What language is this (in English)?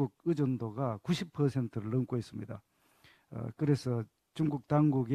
Korean